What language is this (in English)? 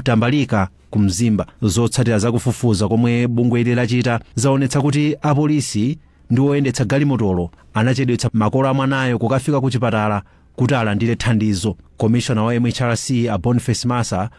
Nyanja